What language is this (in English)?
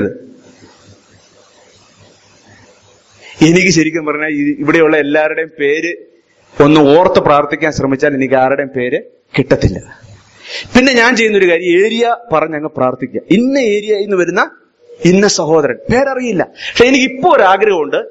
Malayalam